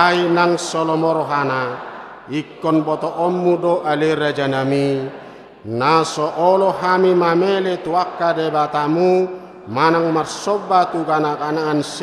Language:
Batak Toba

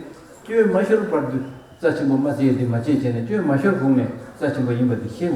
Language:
Tibetan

